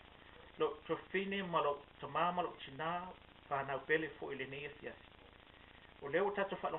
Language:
Samoan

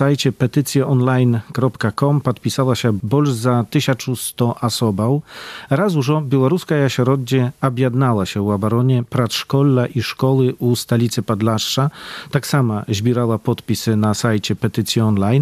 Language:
Belarusian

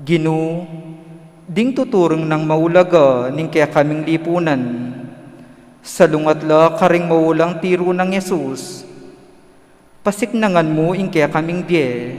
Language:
Pampanga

